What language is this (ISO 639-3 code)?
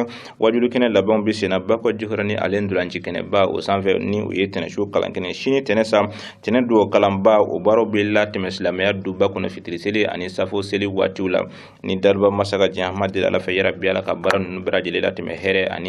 bam